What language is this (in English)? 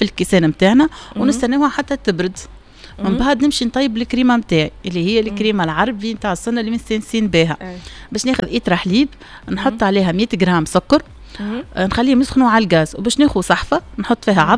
Tunisian Arabic